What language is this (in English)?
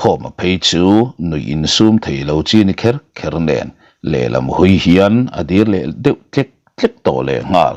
Mizo